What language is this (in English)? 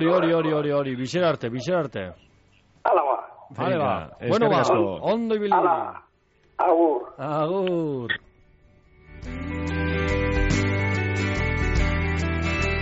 Basque